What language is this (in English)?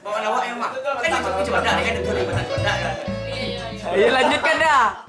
Minangkabau